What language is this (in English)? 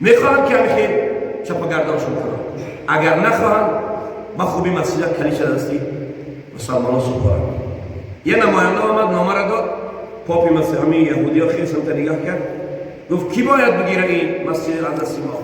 Tajik